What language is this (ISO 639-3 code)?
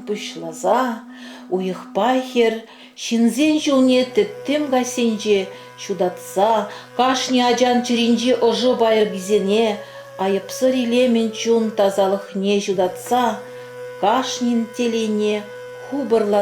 chv